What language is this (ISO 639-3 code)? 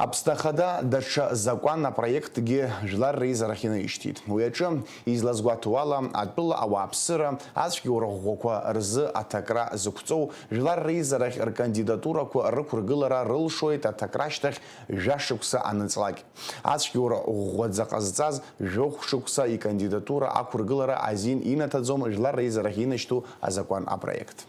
abk